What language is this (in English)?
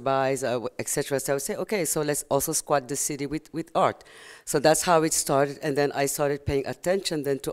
English